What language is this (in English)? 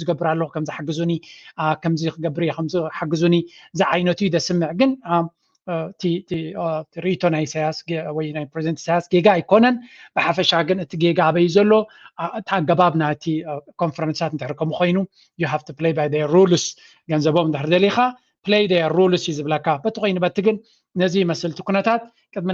Tigrinya